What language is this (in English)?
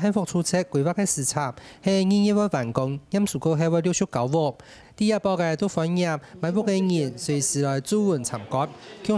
Hakka Chinese